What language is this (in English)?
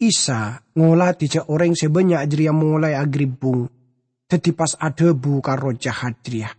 Madurese